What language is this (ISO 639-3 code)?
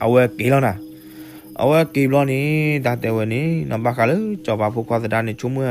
ksw